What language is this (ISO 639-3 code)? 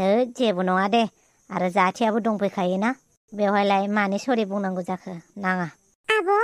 brx